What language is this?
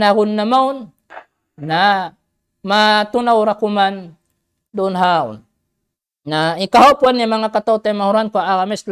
Tausug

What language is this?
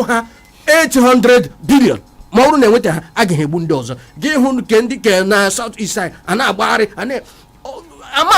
Igbo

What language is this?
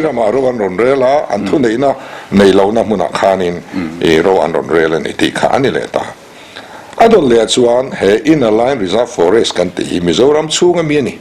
Mizo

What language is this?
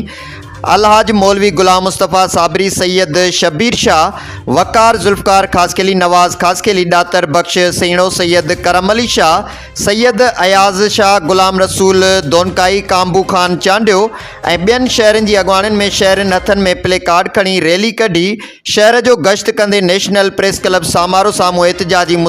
Sindhi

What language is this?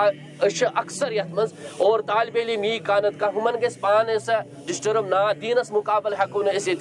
Kashmiri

